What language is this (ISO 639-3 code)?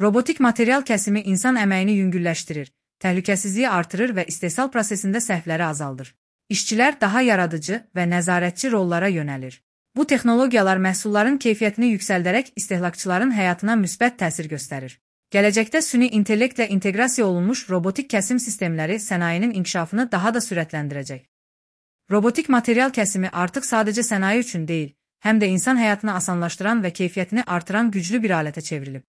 aze